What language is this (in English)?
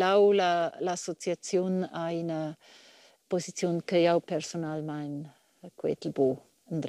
Romansh